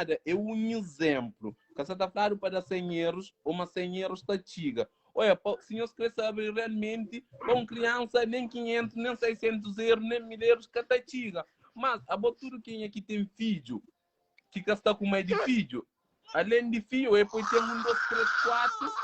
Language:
Kabuverdianu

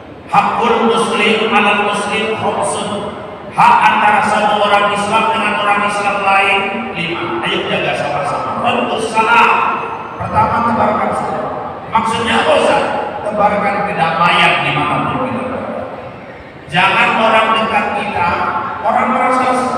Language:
Indonesian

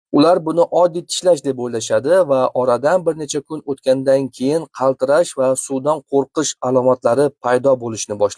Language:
Uzbek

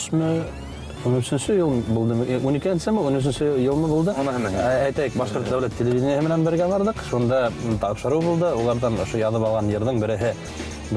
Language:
Bashkir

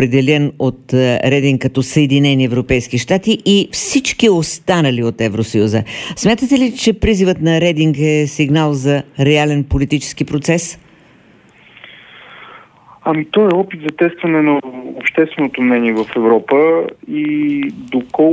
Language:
Bulgarian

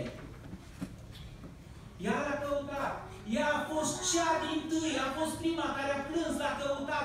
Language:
Romanian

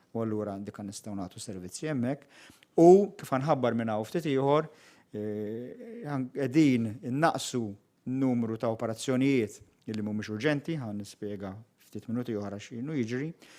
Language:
Maltese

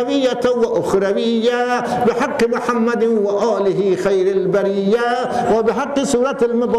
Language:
Persian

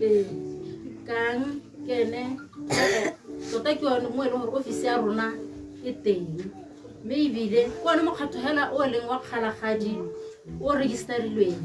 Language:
Tswana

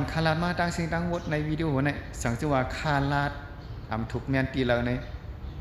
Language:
Shan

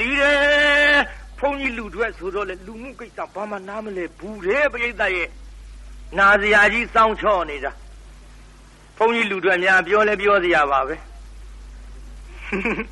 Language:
Burmese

